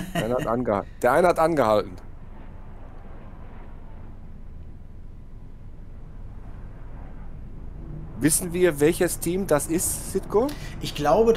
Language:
German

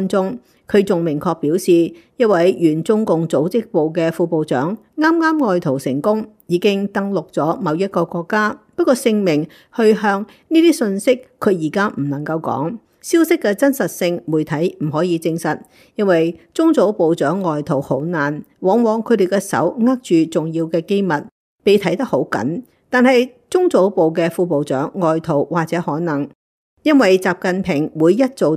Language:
Cantonese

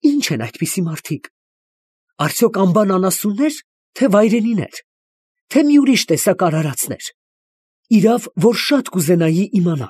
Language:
Armenian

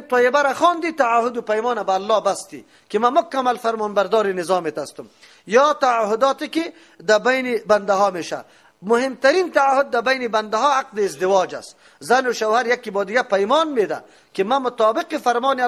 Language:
Persian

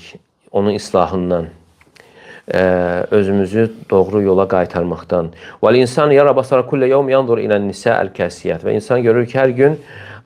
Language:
Azerbaijani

